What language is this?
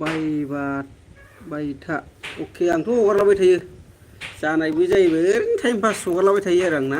Bodo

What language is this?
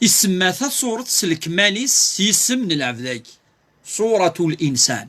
Kabyle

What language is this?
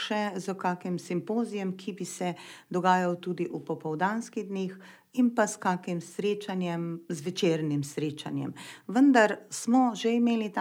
Slovenian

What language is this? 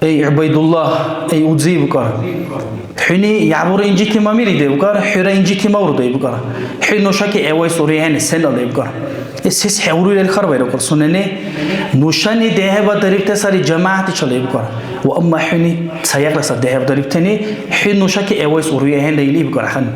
Dargwa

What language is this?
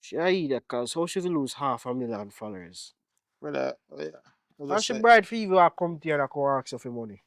Jamaican Creole English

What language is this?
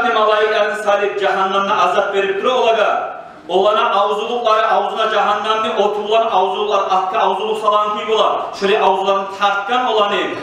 Kumyk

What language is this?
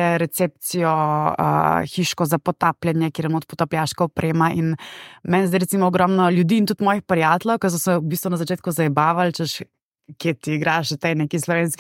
Slovenian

